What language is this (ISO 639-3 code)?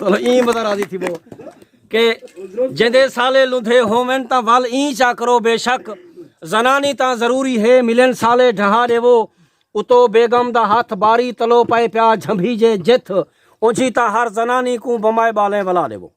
skr